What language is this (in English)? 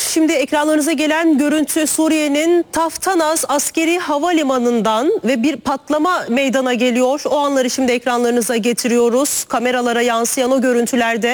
Turkish